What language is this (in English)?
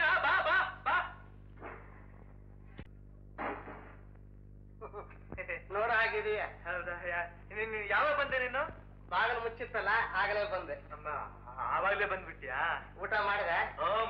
Kannada